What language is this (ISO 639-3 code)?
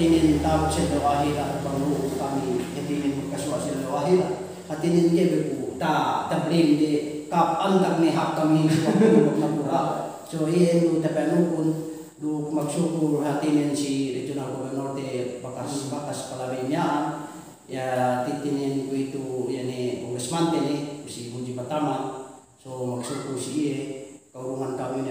yka